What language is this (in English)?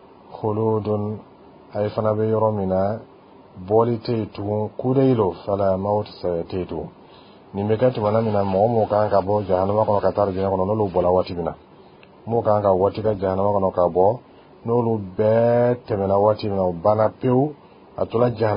Bambara